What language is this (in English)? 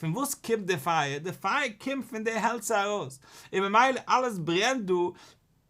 Yiddish